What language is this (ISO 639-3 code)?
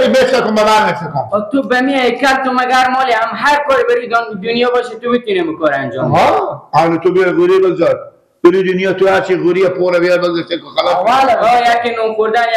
fas